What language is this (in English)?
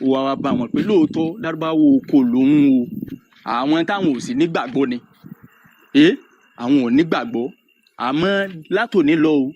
Yoruba